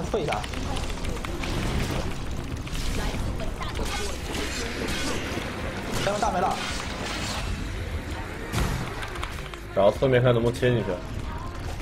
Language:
Chinese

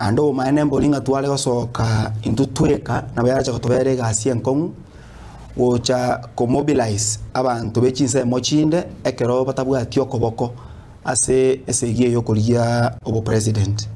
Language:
Gusii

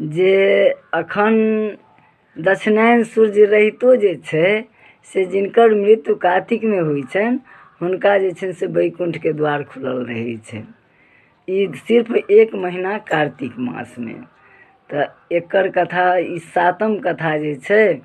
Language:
Maithili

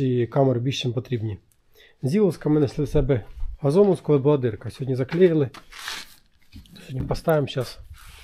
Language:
Ukrainian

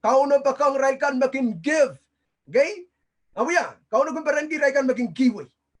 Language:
Pohnpeian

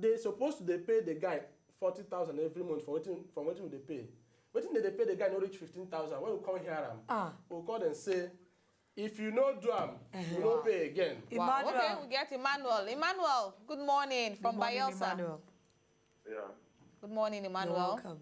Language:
Nigerian Pidgin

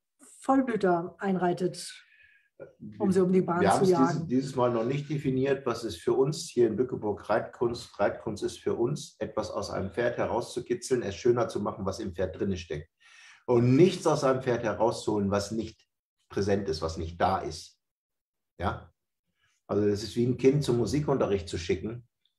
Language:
German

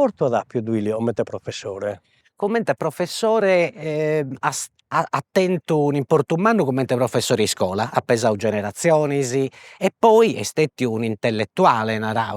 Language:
Sardinian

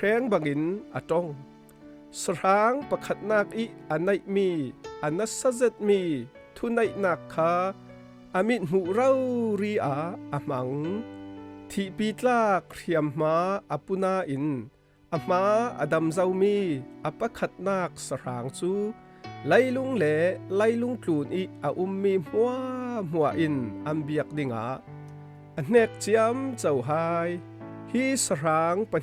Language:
Falam Chin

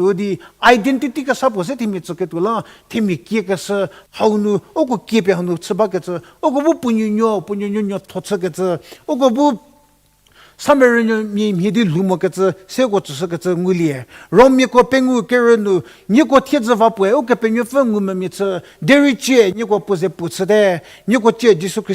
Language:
Angami Naga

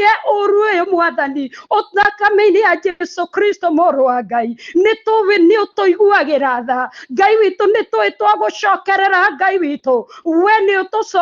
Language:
Kikuyu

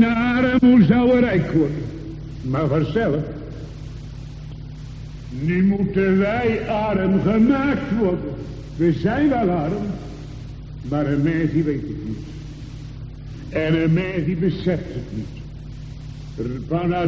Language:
Dutch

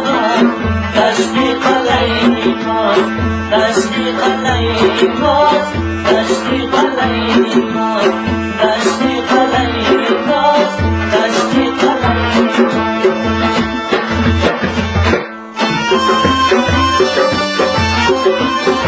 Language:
Persian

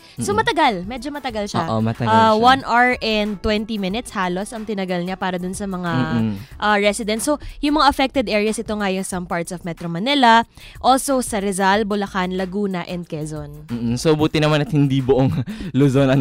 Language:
Filipino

